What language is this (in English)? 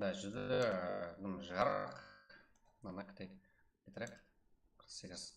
Kara-Kalpak